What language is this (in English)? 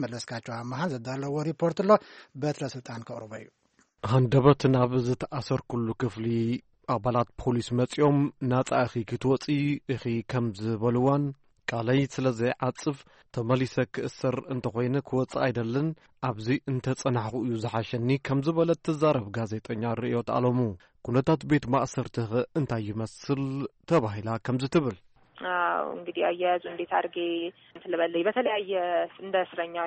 Tigrinya